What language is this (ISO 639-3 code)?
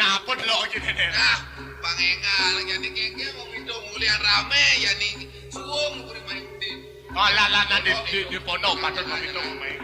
ban